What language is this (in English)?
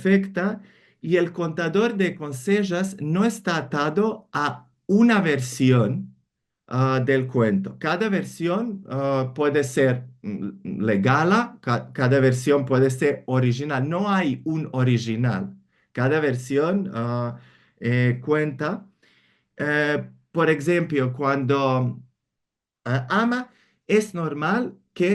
Ladino